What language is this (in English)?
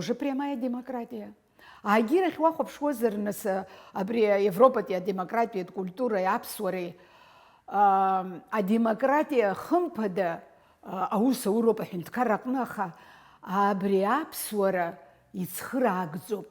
Abkhazian